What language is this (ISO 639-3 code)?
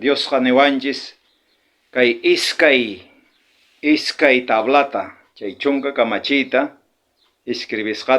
quh